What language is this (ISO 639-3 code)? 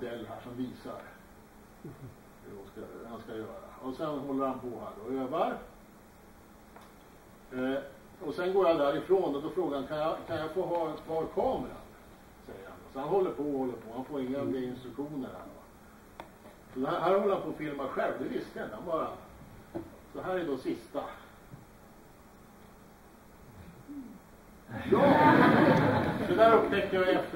swe